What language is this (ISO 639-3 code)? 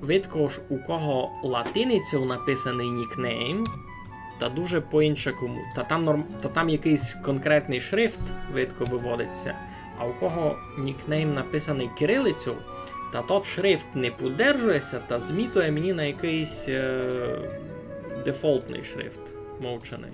rue